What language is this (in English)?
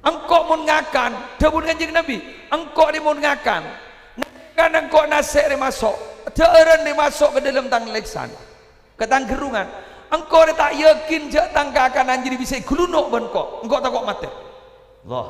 Madurese